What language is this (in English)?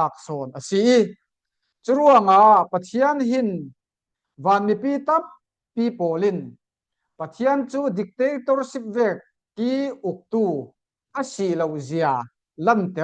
Falam Chin